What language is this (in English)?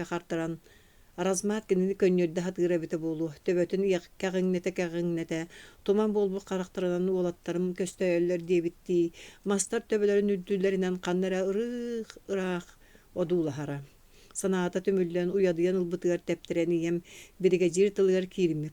Yakut